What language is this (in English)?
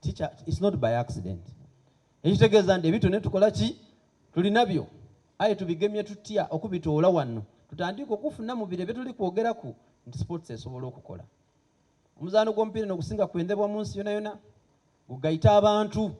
Soga